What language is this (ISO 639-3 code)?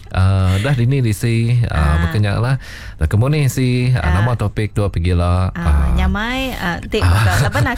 msa